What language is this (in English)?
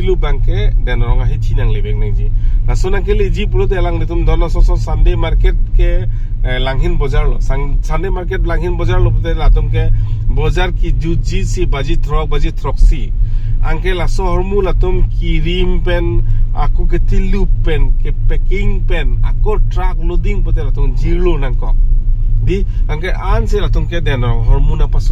Karbi